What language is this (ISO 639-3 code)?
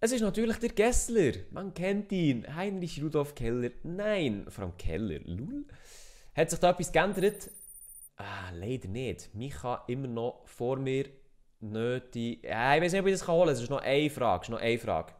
gsw